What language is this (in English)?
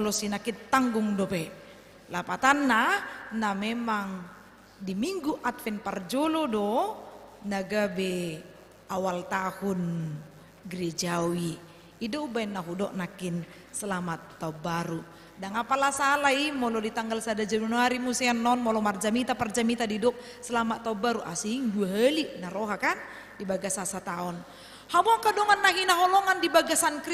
Batak Toba